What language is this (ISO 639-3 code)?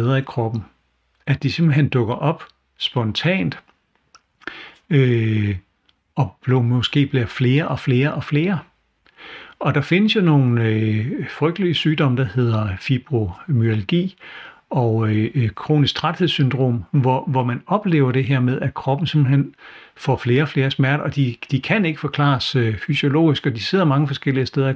dan